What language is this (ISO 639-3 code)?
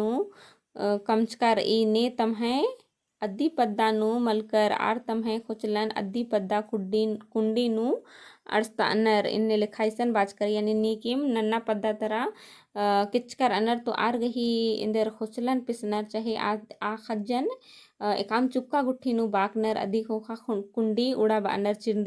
kru